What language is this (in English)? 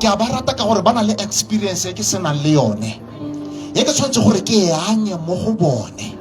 Tswana